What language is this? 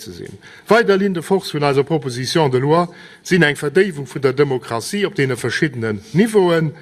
Luxembourgish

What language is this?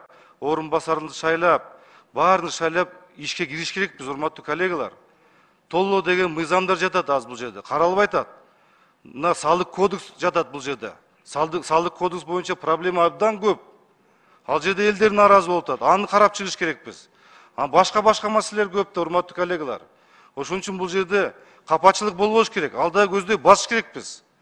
Kyrgyz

